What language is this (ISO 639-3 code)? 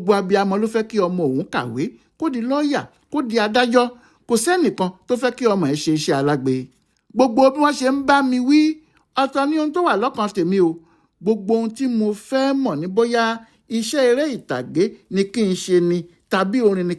yor